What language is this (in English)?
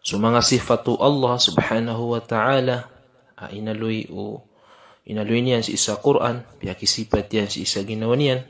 Maranao